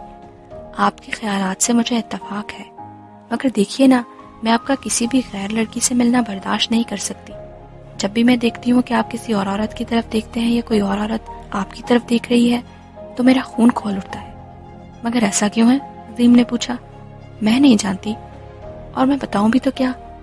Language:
Urdu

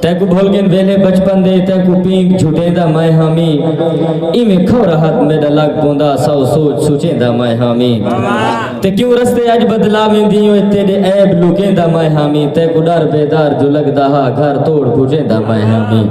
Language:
Saraiki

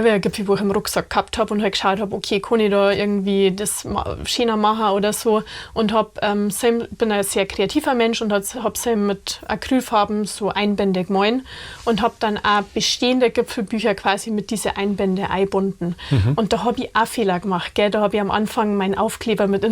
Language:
Bavarian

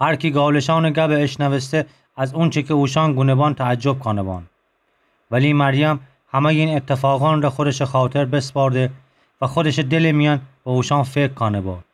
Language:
Gilaki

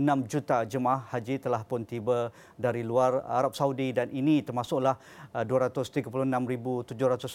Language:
Malay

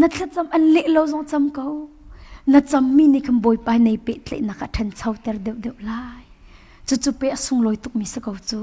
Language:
Hakha Chin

